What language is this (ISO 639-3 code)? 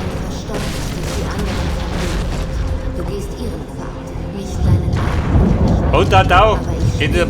bar